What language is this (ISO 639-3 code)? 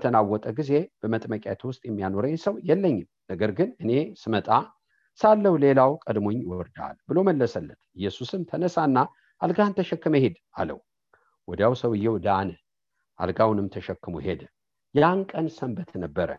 amh